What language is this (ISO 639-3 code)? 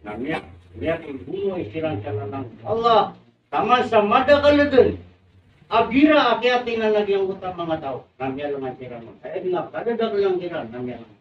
mrw